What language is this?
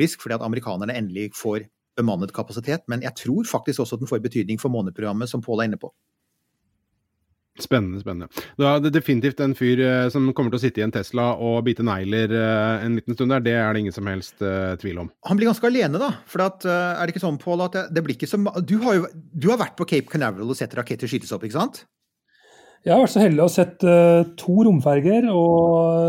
Norwegian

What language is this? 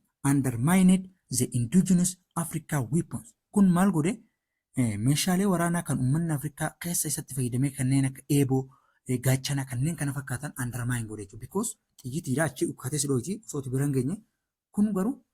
Oromo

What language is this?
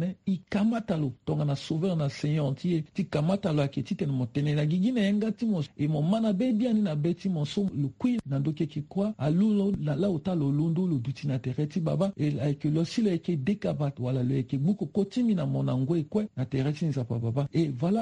Sango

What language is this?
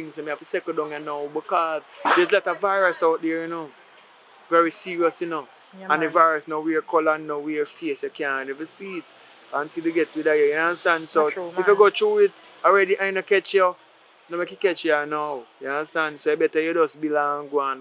Jamaican Creole English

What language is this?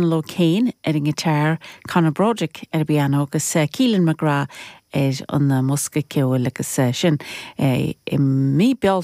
Irish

